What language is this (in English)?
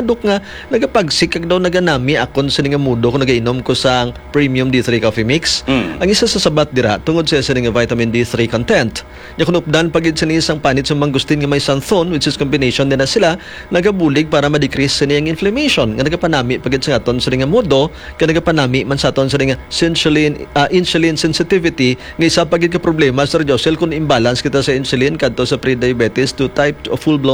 Hiligaynon